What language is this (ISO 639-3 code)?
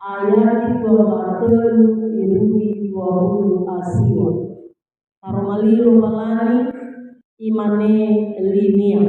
nia